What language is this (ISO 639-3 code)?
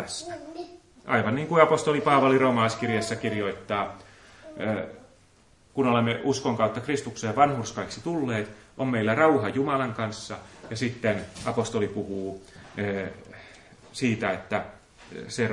fin